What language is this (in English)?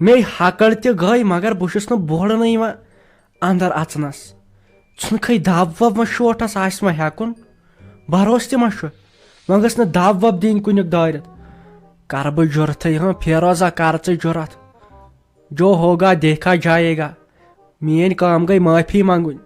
Kashmiri